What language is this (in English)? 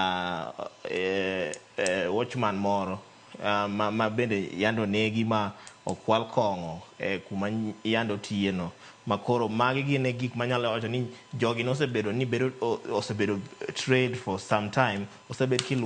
Luo (Kenya and Tanzania)